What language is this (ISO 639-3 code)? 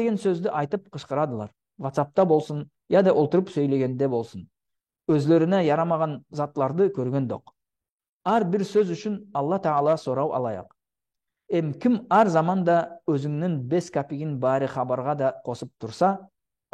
nog